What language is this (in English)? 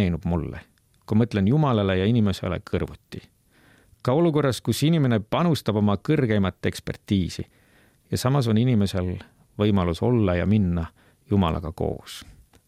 Estonian